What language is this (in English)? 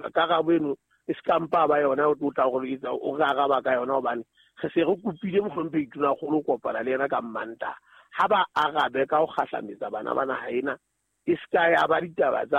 Southern Sotho